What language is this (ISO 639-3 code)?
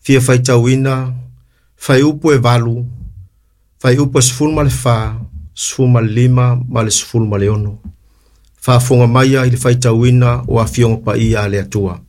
smo